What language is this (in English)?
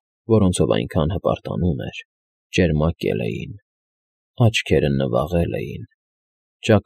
Armenian